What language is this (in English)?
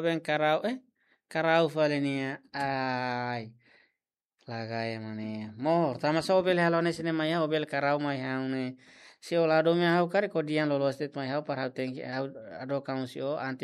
Tetum